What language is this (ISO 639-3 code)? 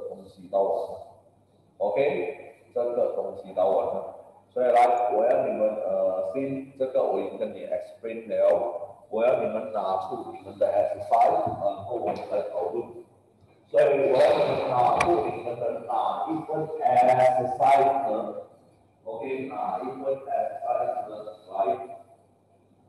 zho